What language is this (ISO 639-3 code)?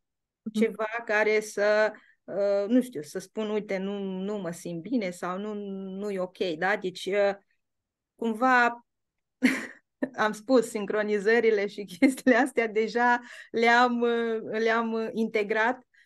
ron